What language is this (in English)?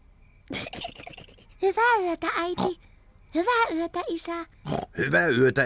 Finnish